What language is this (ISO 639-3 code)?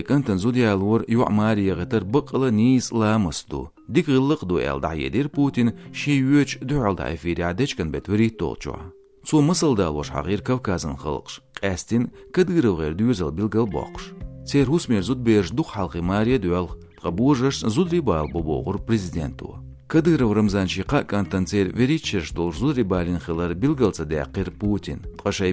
che